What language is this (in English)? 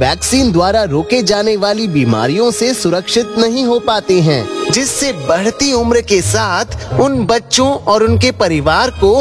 Hindi